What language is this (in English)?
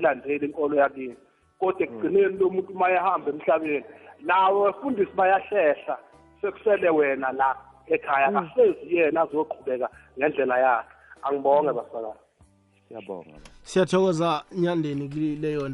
Zulu